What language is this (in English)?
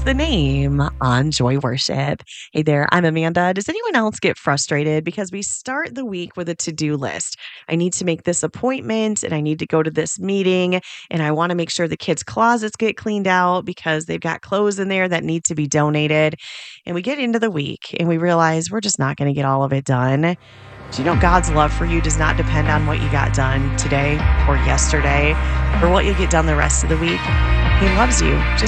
English